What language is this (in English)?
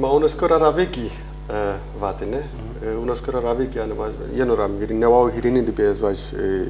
Zaza